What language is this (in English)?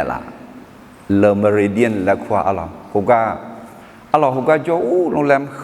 Akha